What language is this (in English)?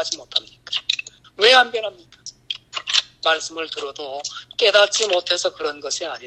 Korean